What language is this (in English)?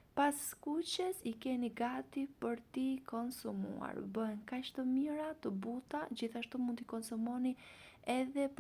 Albanian